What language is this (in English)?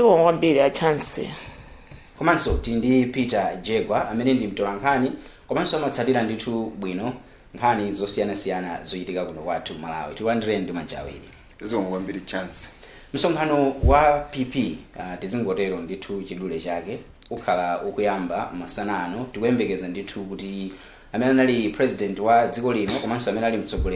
Nyanja